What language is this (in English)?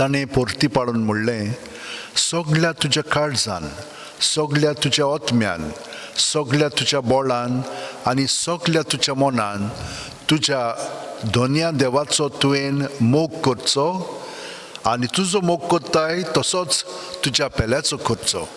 Konkani